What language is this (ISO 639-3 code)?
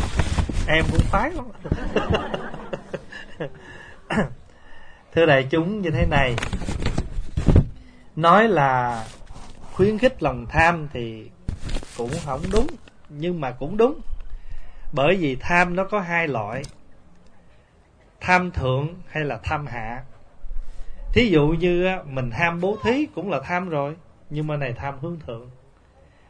vie